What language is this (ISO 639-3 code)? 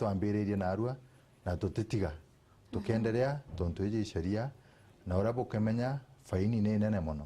mer